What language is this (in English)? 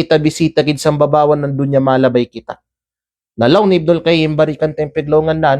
Kalagan